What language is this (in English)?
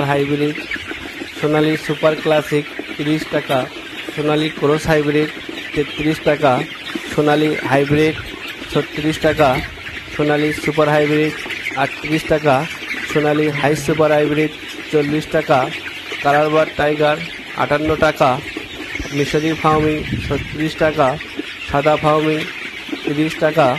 Bangla